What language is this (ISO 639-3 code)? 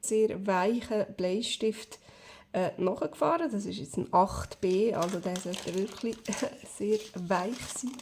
gsw